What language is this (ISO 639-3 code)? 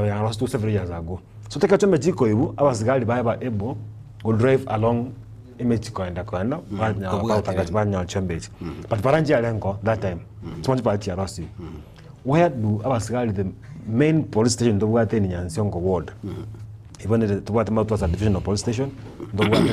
guz